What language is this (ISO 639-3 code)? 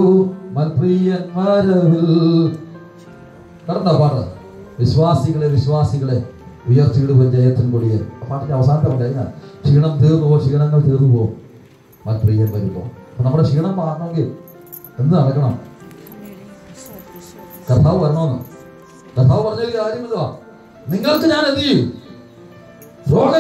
mal